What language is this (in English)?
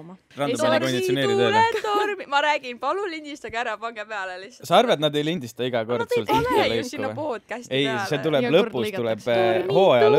Estonian